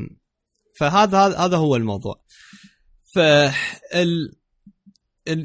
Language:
Mesopotamian Arabic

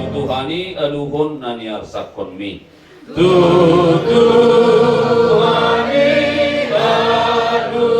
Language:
Batak Toba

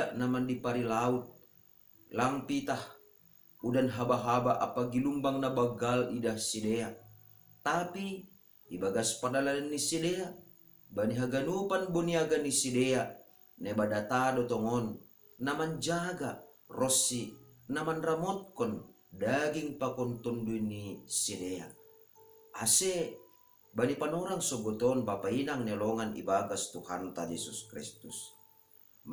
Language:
Batak Simalungun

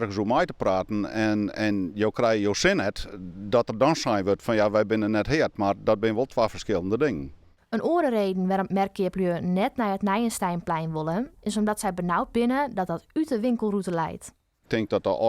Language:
Western Frisian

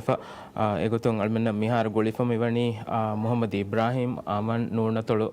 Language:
Divehi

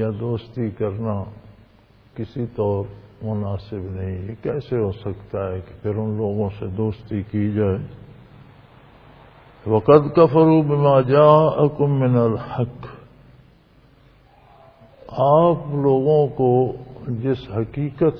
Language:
Urdu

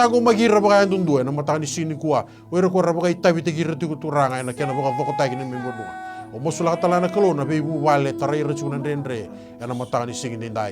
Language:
Fijian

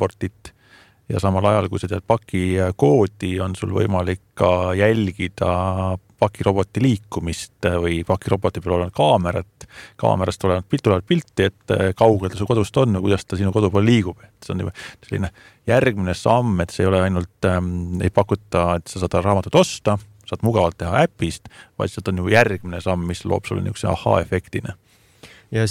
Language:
Estonian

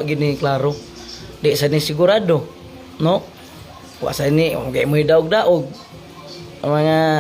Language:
Cebuano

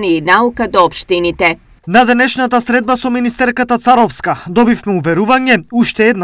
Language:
Macedonian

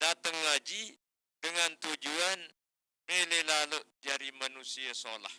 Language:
Sasak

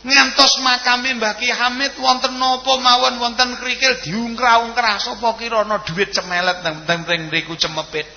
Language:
Javanese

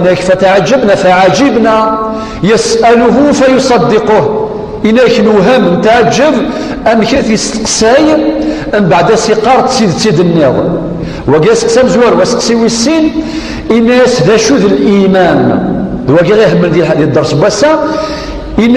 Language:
Kabyle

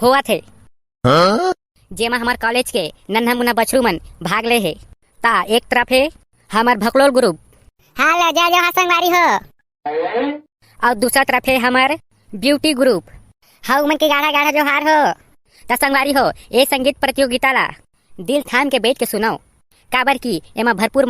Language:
Chhattisgarhi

